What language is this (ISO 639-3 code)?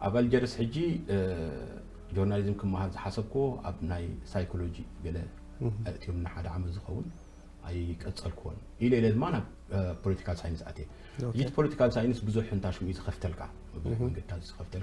tir